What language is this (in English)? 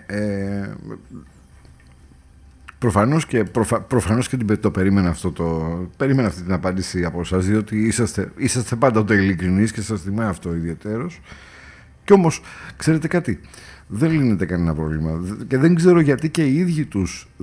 Greek